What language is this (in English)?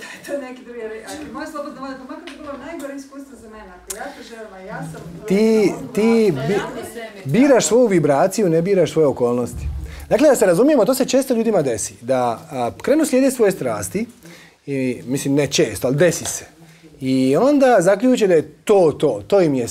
Croatian